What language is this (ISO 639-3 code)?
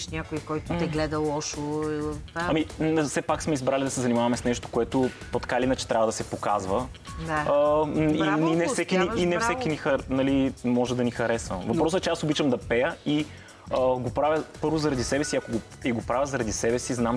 bul